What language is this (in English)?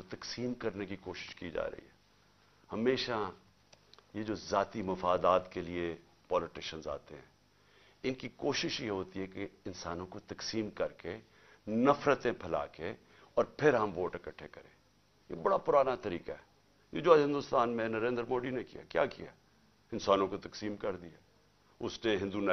Urdu